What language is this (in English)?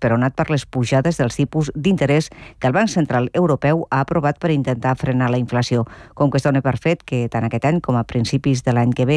Catalan